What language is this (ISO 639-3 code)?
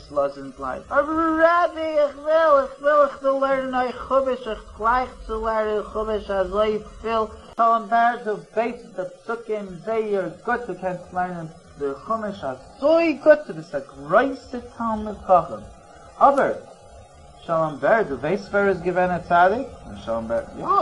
yid